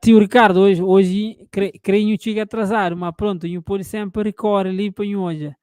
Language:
Kabuverdianu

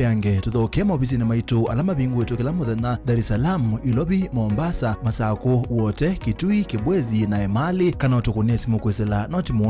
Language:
Kamba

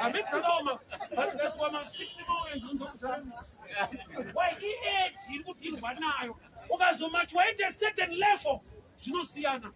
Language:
Shona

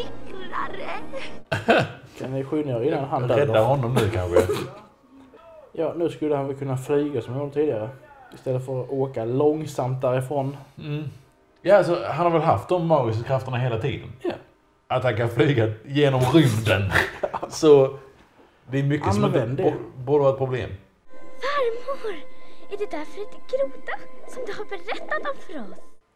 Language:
Swedish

